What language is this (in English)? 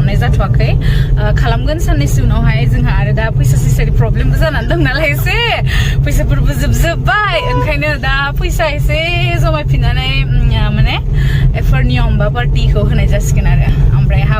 Bodo